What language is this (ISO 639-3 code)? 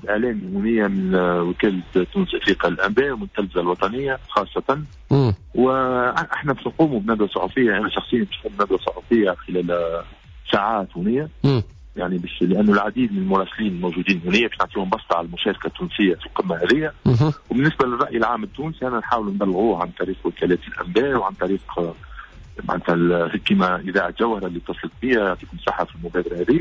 aeb